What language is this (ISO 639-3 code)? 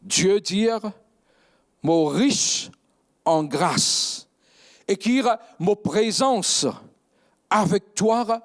mfe